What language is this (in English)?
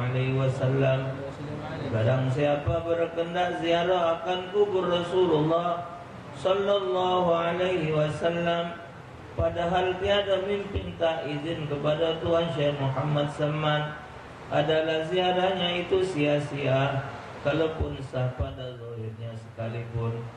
Musi